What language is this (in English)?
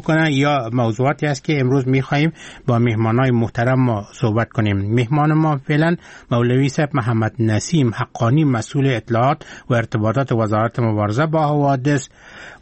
Persian